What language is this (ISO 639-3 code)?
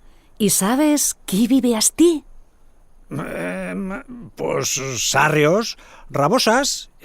arg